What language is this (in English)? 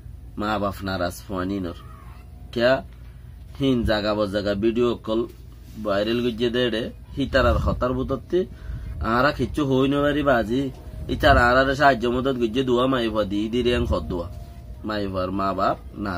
Rohingya